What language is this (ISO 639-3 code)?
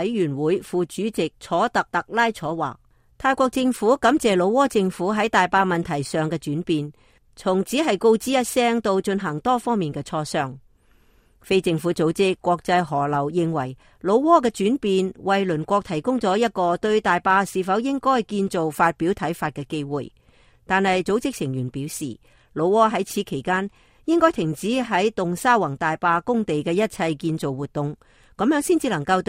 yue